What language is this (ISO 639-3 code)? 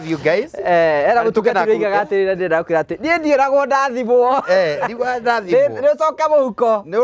kik